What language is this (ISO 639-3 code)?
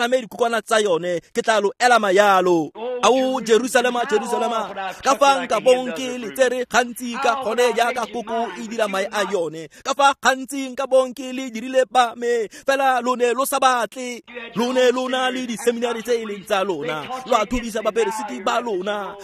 tsn